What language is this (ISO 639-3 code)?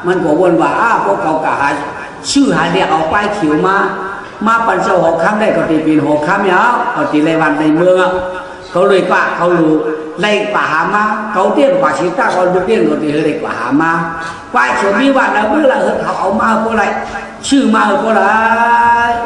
shn